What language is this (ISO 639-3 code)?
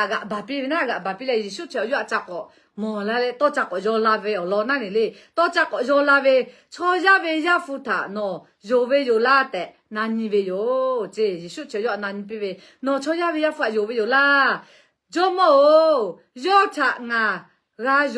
lhu